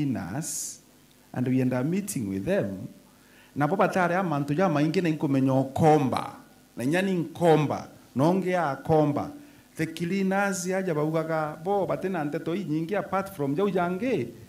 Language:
Meru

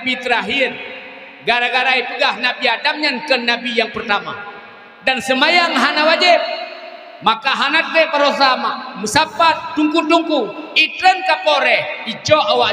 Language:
Achinese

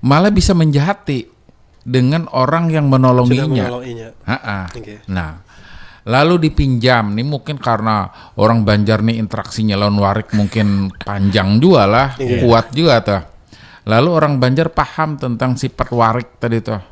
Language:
Banjar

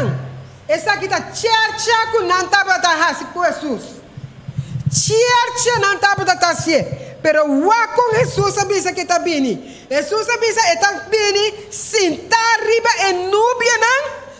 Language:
Papiamento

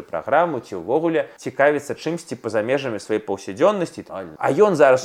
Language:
Belarusian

